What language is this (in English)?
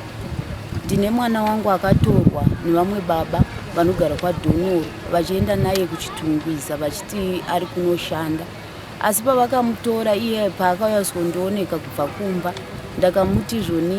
Shona